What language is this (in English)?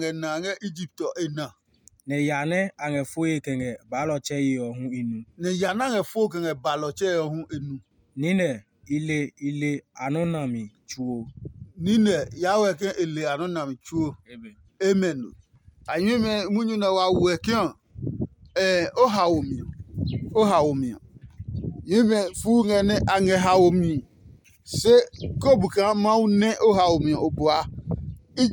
Adangme